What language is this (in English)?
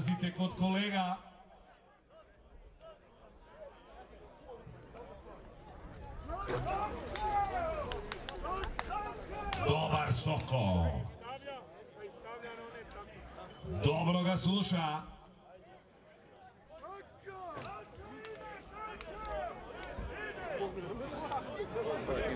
Croatian